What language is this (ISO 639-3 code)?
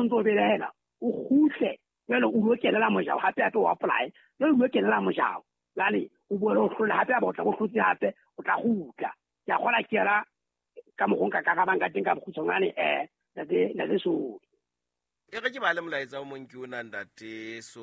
sot